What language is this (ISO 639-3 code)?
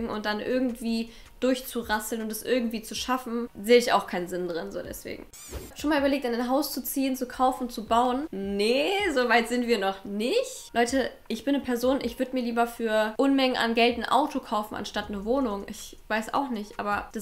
deu